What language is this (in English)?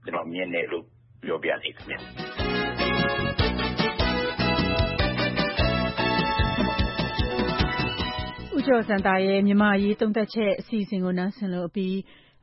Burmese